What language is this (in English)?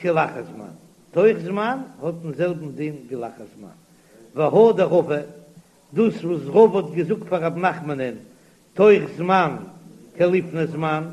Yiddish